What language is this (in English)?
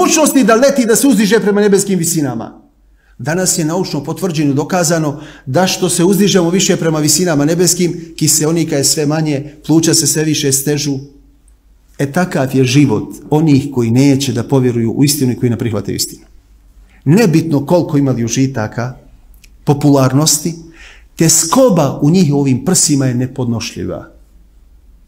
Bosnian